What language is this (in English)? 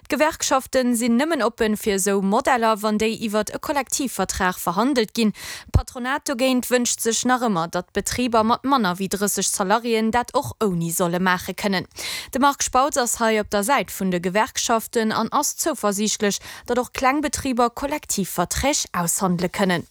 Luxembourgish